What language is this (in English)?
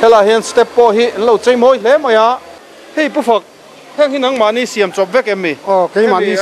Mizo